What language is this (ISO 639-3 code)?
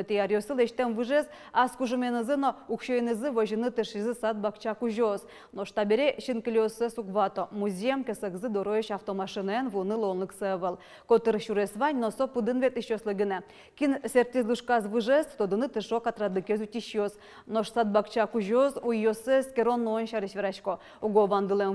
udm